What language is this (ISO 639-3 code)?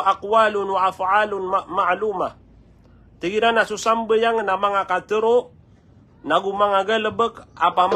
mrw